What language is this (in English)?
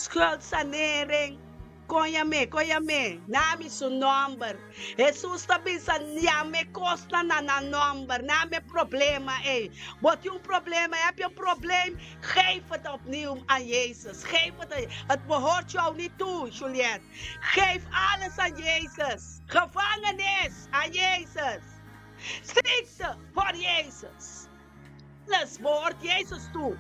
Papiamento